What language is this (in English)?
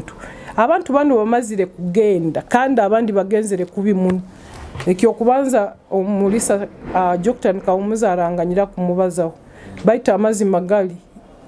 Nyoro